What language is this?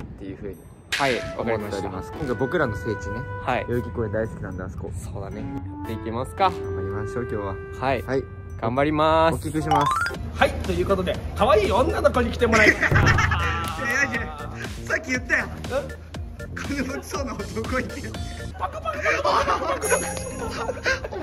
Japanese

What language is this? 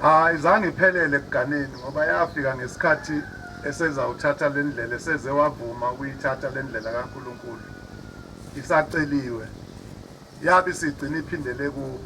Zulu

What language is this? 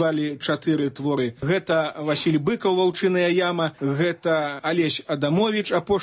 Belarusian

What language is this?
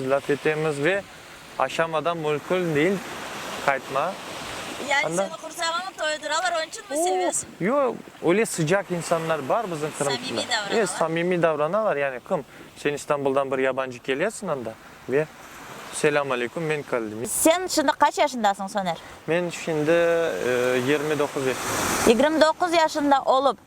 Crimean Tatar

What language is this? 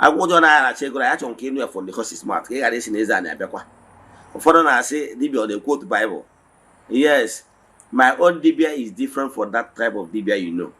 Igbo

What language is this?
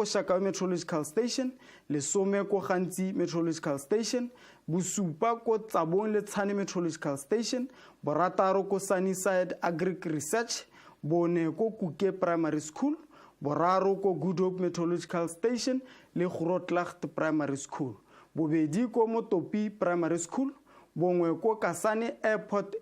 Tswana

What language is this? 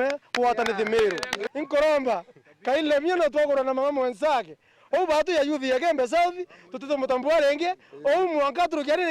Meru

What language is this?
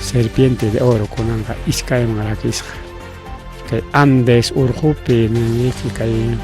Ayacucho Quechua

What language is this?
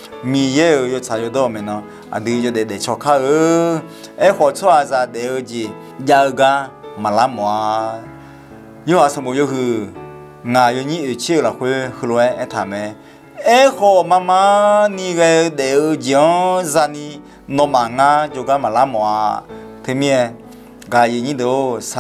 Akha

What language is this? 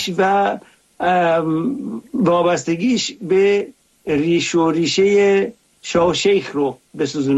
Persian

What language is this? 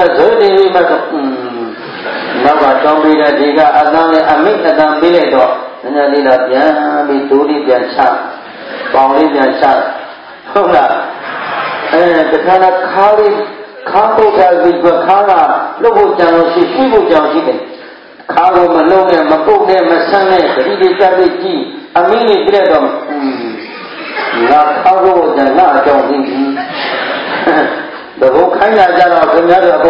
Burmese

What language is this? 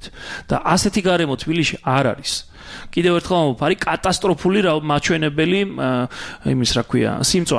Georgian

